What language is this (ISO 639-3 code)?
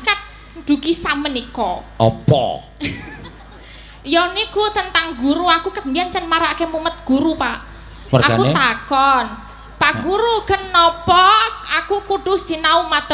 jav